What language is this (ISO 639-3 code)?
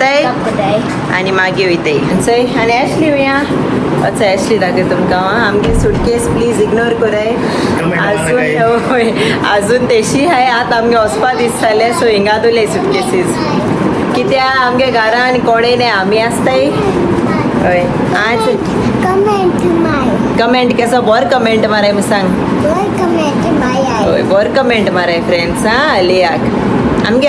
kok